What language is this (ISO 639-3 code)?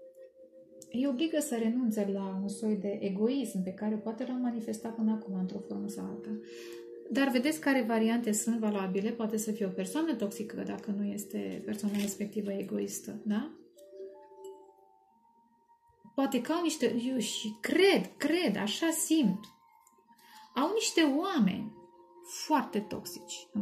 ron